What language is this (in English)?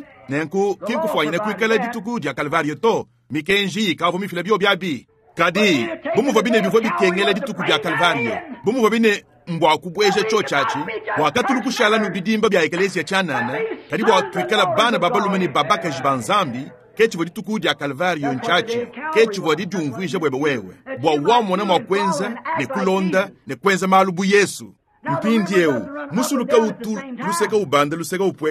Luba-Lulua